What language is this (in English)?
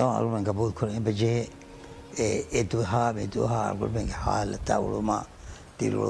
Divehi